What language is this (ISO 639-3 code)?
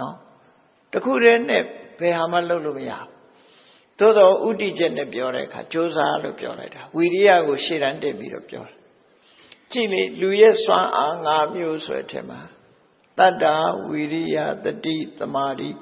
mya